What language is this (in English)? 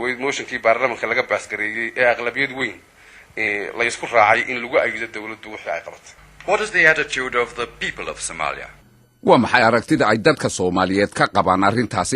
Somali